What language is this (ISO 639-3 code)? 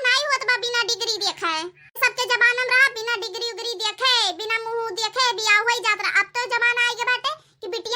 awa